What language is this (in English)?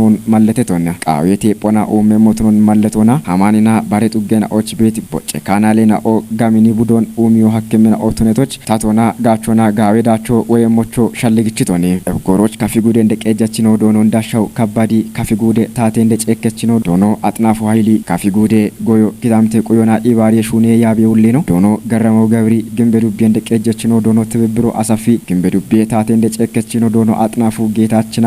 Kafa